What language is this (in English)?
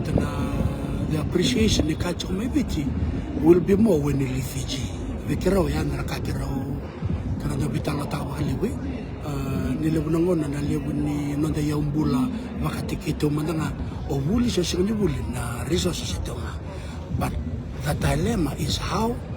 Fijian